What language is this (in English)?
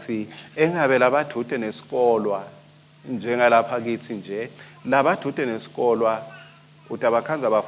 Swati